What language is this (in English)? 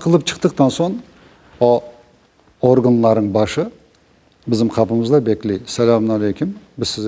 Crimean Tatar